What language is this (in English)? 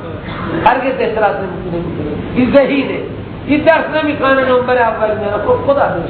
Persian